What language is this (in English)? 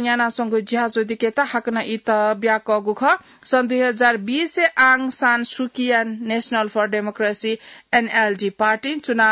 Newari